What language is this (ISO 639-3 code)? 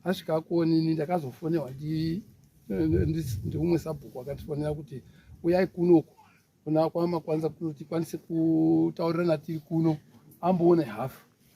sna